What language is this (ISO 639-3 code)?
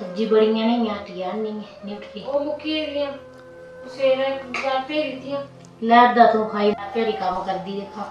doi